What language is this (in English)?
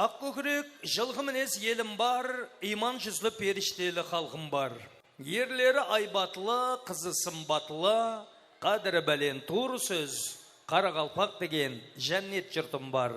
Kara-Kalpak